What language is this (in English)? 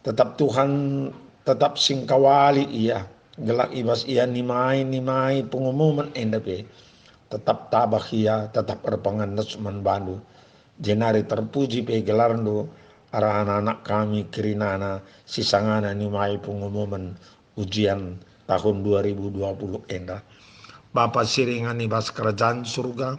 Batak Karo